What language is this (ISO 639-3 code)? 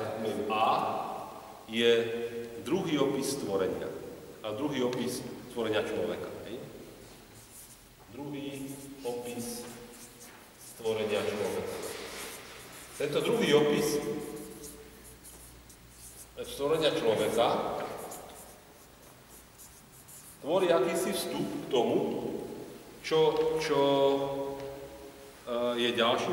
slk